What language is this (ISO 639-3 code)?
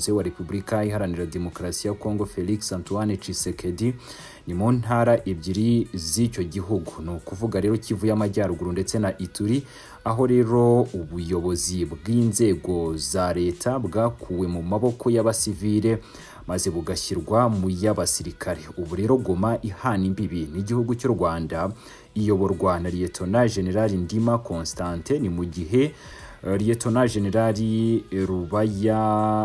kin